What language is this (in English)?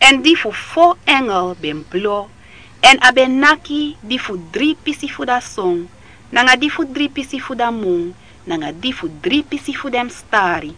Sranan Tongo